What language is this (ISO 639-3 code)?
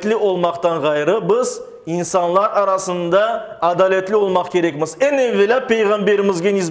crh